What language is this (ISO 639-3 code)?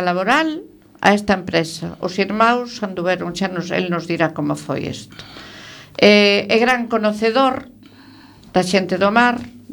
glg